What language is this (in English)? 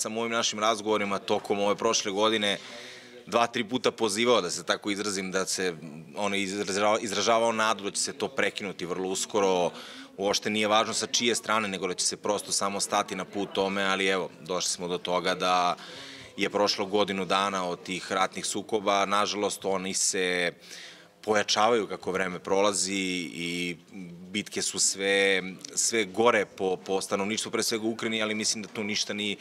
Serbian